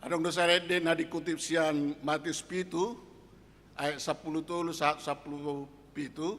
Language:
Batak Toba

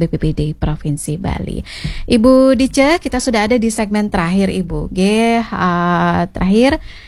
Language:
Indonesian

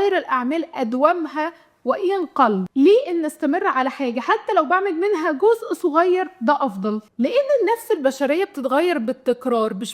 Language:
Egyptian Arabic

